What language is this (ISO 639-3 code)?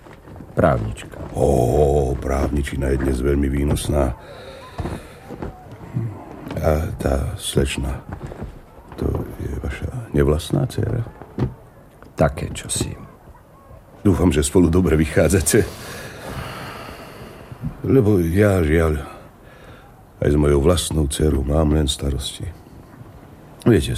slk